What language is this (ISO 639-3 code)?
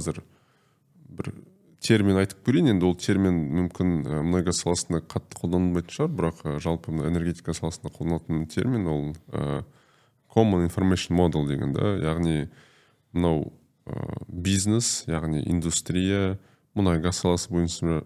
kaz